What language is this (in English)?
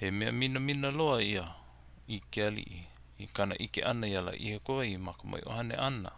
Hawaiian